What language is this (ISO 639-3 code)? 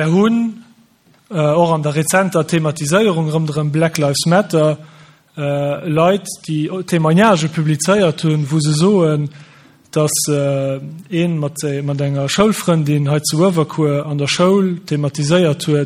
ltz